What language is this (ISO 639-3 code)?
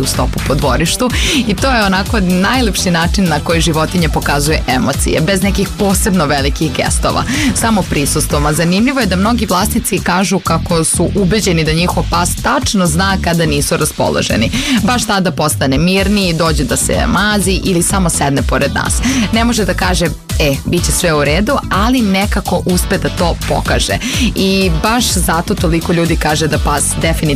srp